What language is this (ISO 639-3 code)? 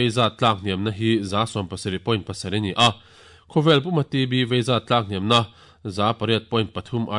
lus